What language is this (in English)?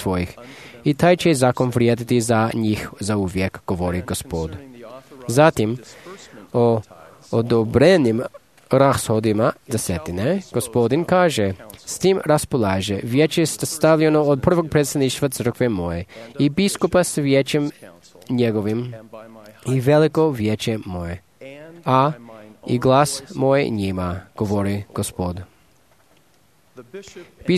Croatian